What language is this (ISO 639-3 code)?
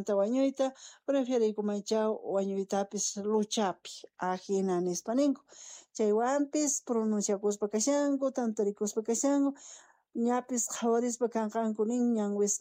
quh